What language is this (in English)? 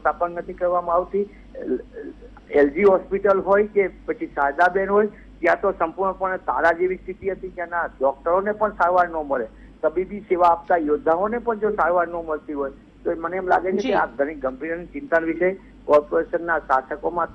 Gujarati